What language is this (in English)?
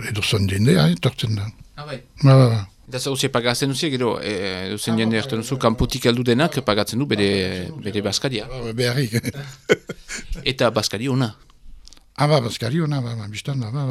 Basque